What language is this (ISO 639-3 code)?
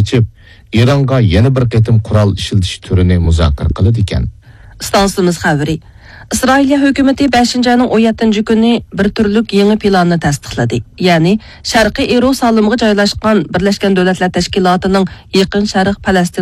uig